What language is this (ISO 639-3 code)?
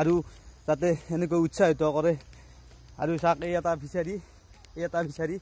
asm